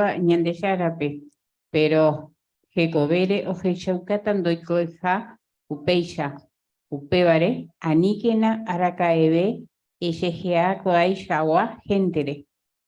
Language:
Guarani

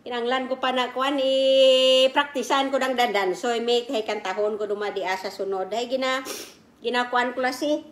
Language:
Kinaray-a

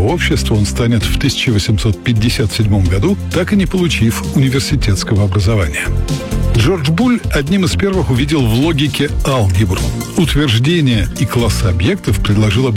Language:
Russian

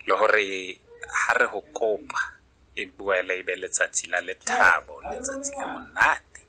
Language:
Southern Sotho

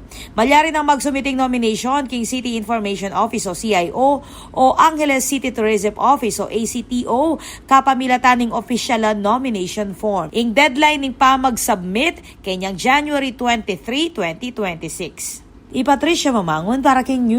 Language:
Pampanga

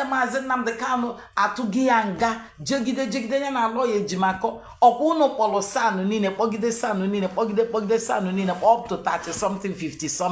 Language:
Igbo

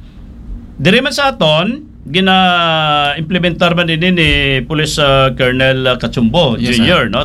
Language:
Hiligaynon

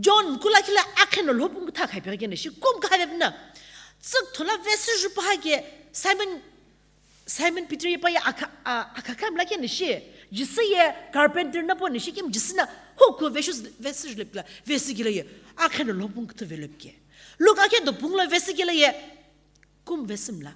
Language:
Sumi Naga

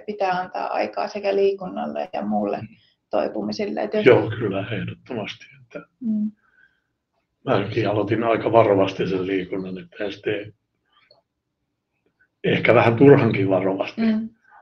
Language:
Finnish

